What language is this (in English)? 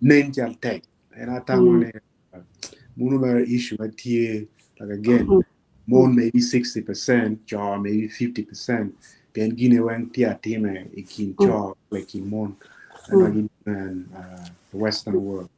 Acoli